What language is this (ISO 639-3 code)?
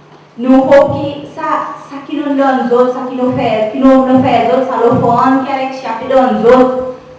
crs